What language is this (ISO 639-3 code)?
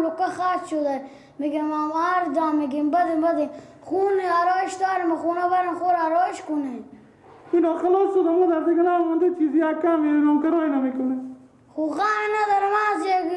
fas